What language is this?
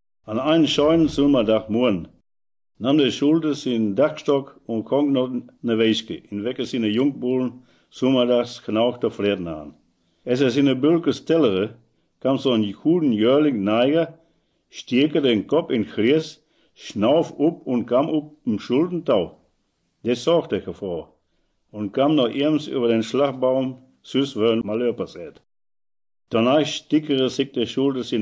Westphalien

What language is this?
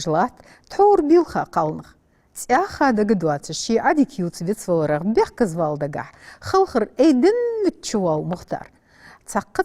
Ingush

